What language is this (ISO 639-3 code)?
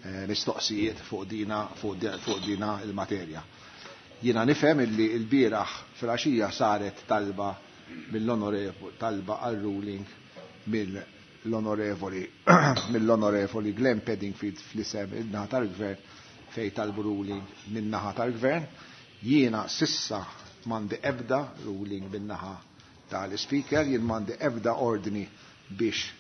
mlt